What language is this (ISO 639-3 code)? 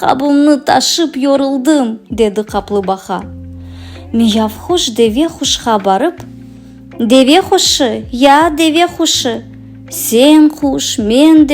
crh